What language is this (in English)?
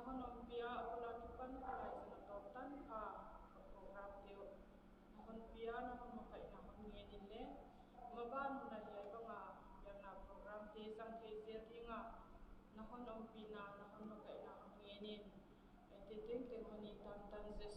Paite Chin